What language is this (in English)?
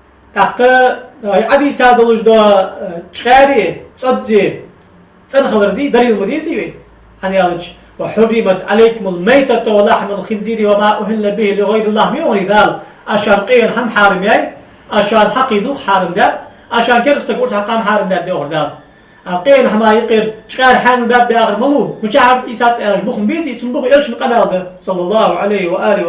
Ingush